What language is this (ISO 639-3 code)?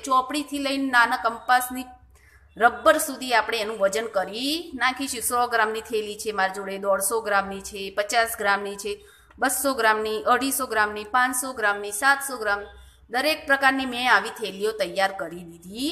guj